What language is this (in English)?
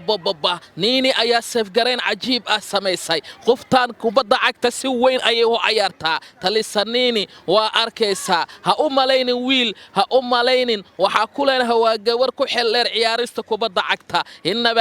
Somali